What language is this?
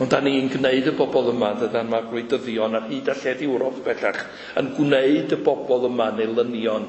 Welsh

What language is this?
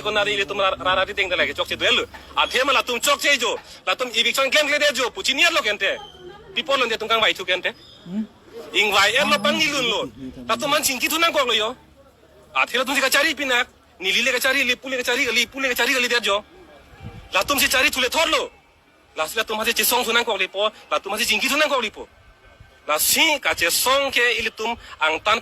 Karbi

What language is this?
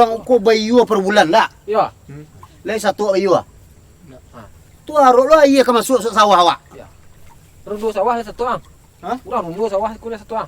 Minangkabau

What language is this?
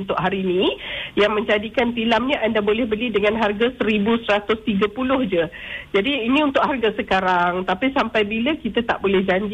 Malay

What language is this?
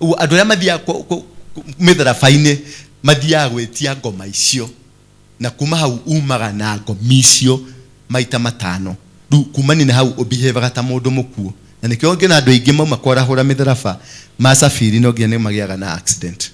Kikuyu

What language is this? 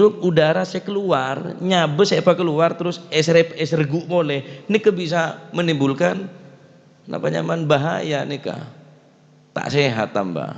Madurese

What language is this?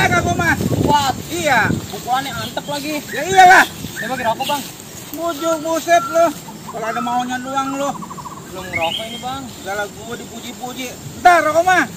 Betawi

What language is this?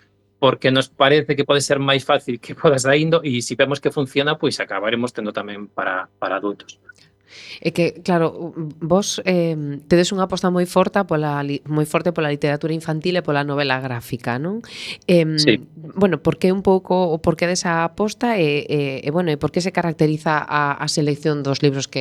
Galician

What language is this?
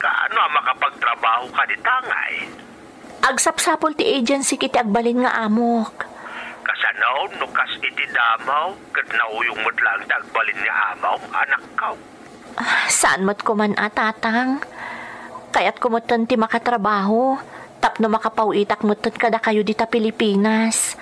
Iloko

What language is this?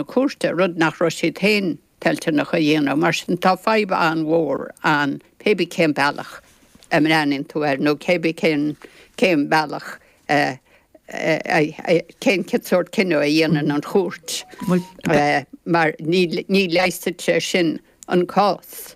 Irish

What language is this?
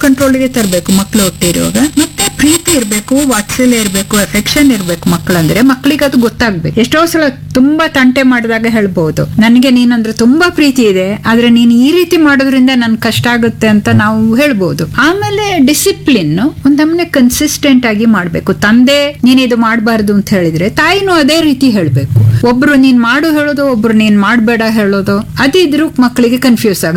Kannada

